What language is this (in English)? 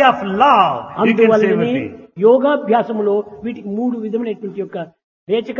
Telugu